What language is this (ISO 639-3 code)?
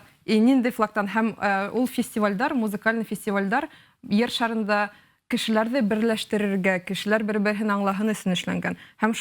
bak